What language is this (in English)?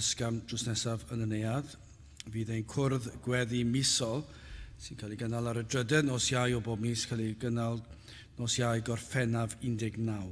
Welsh